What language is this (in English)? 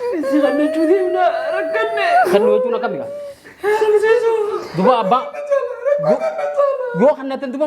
Oromo